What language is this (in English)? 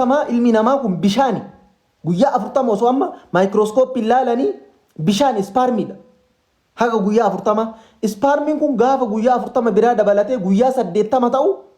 Oromo